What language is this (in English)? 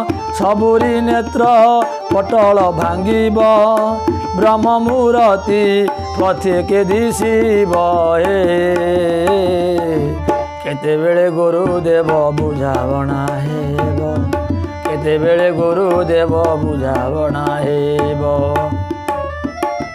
Odia